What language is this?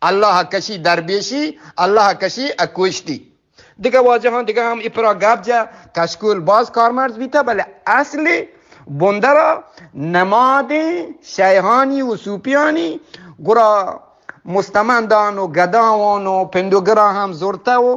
Eastern Balochi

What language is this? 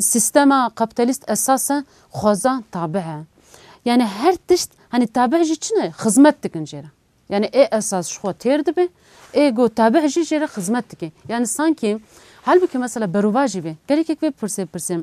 Kurdish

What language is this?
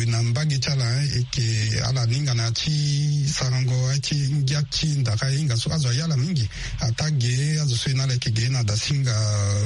Sango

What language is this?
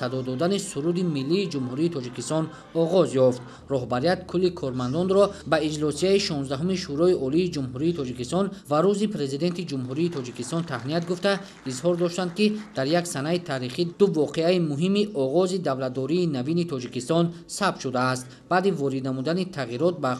Tajik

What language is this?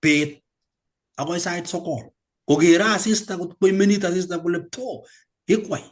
Kalenjin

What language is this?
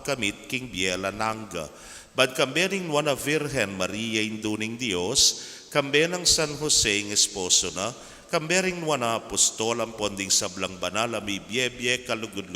Pampanga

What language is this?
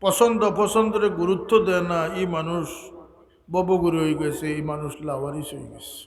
Sylheti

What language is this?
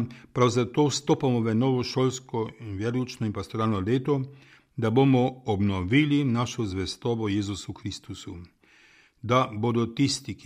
Slovenian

